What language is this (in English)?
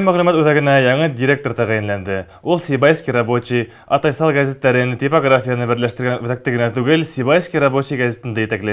Bashkir